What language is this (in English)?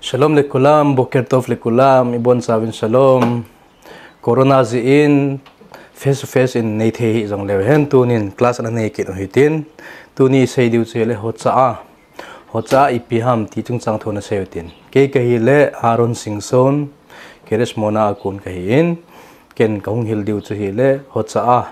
Thado Chin